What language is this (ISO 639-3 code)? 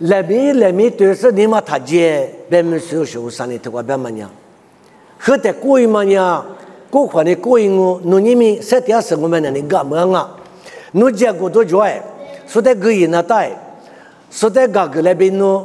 lis